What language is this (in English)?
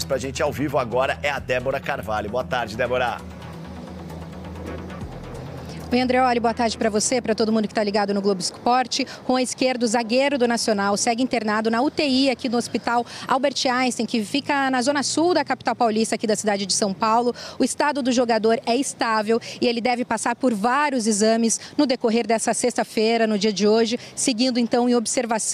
Portuguese